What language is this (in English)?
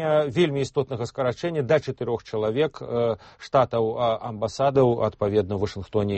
Belarusian